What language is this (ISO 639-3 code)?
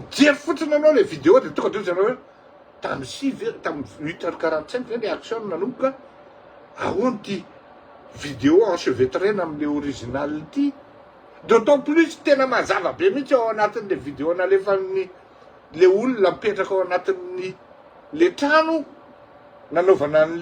mlg